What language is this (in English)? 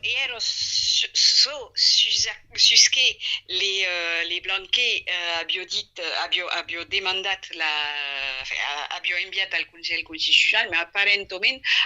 Occitan